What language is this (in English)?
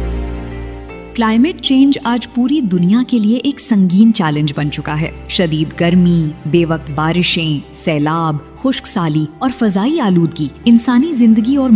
Urdu